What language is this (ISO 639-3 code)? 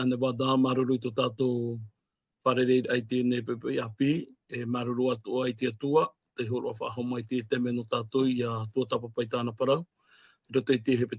tah